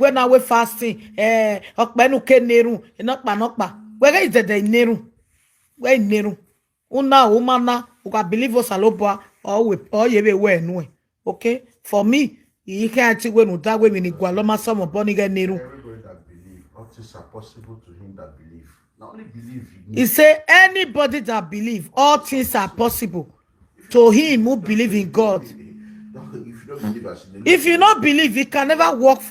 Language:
Nigerian Pidgin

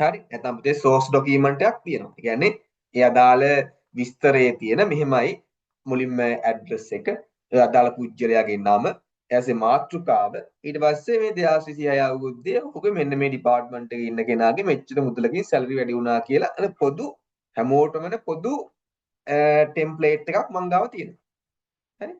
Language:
Sinhala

